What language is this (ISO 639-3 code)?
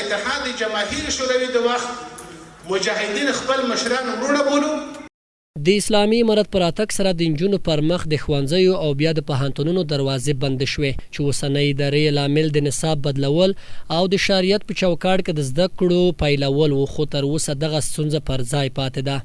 pus